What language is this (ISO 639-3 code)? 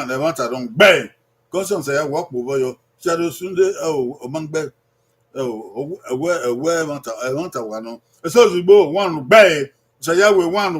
bin